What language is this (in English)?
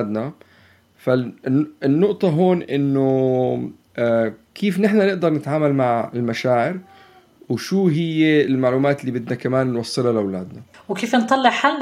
North Levantine Arabic